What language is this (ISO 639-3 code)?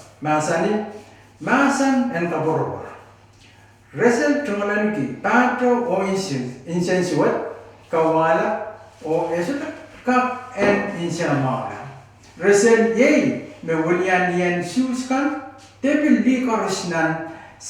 pon